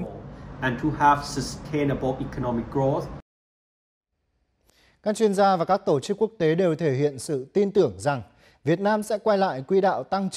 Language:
Vietnamese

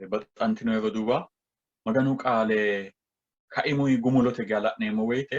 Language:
Sidamo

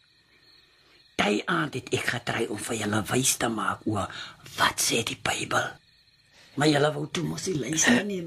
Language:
Afrikaans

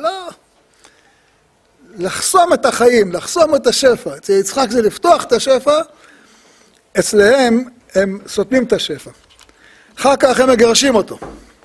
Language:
Hebrew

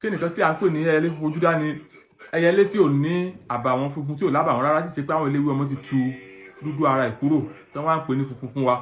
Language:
Yoruba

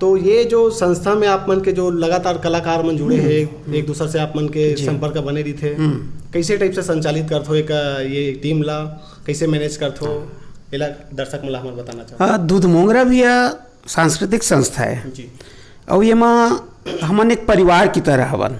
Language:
Chhattisgarhi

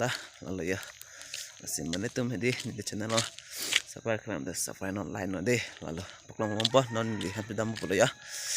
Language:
Karbi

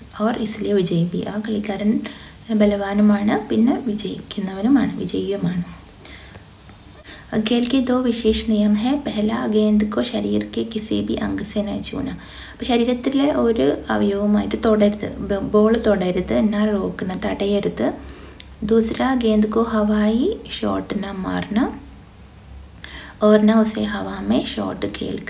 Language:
Malayalam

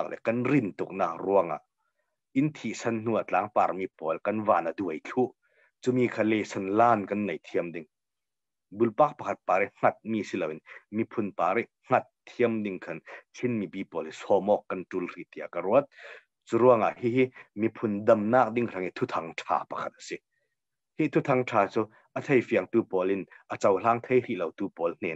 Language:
Hakha Chin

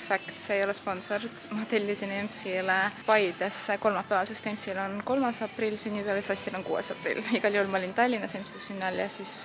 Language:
Estonian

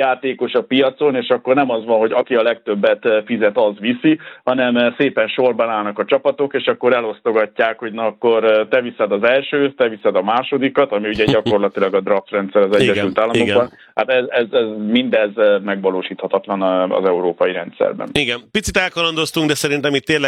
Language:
Hungarian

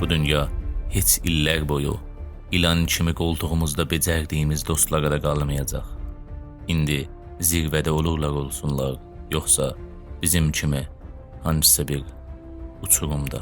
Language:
South Azerbaijani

